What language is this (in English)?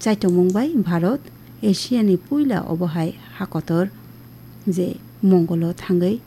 Kok Borok